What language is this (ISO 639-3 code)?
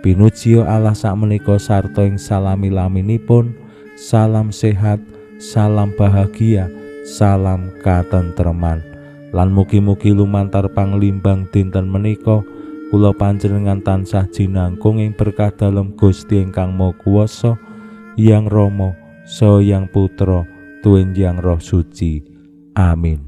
jav